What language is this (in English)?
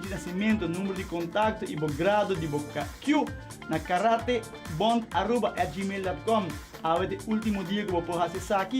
Papiamento